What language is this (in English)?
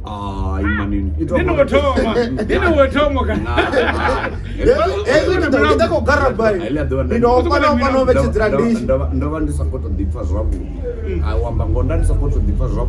Venda